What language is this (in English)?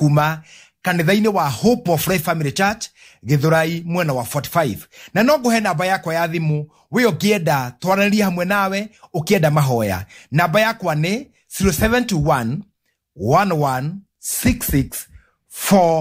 Kikuyu